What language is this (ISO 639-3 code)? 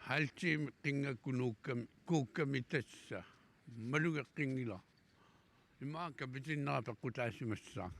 kal